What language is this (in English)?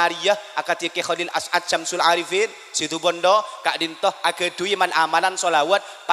Madurese